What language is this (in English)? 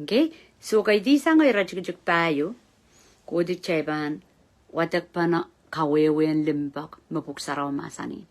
Pohnpeian